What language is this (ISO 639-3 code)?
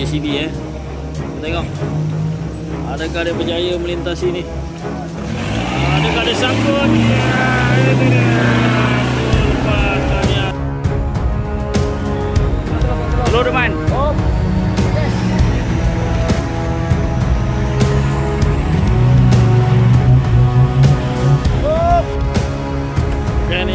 msa